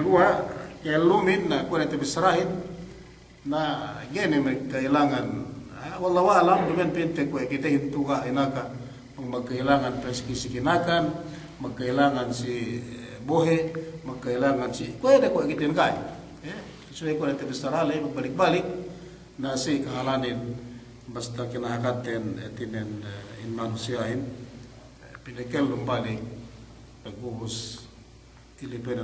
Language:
Yakan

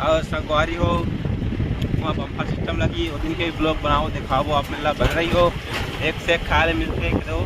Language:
Chhattisgarhi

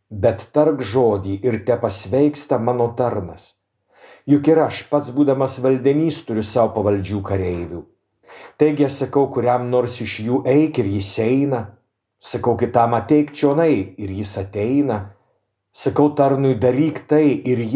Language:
Lithuanian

